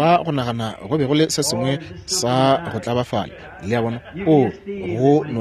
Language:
Northern Sotho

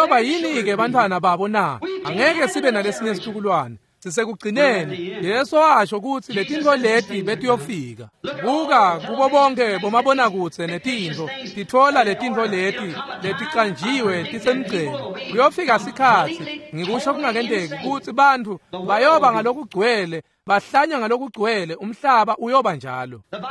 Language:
Swati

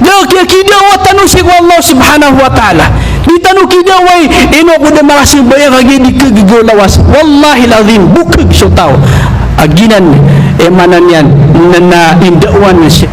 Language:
Maranao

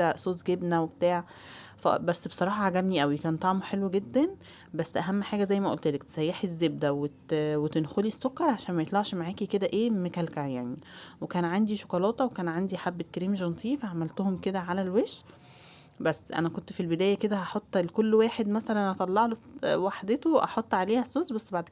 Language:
Egyptian Arabic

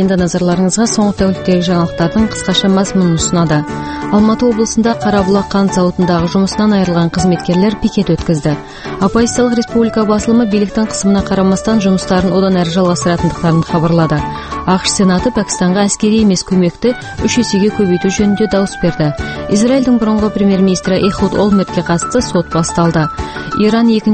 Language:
Kazakh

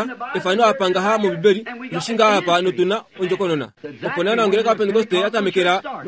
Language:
Kuanyama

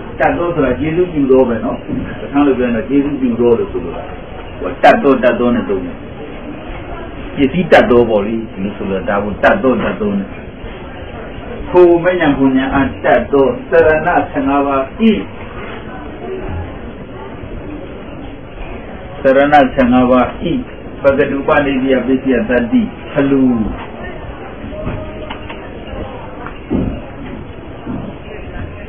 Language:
Burmese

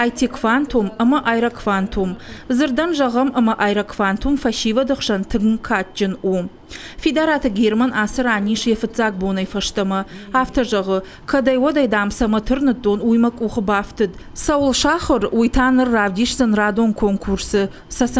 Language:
Ossetic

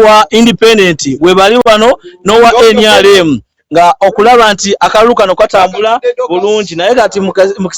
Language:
Ganda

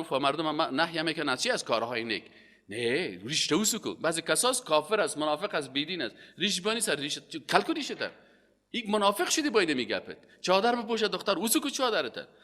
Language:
Persian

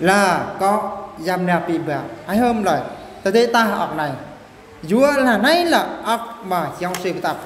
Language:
Eastern Bru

